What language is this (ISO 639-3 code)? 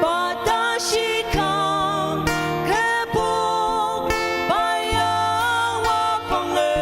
njo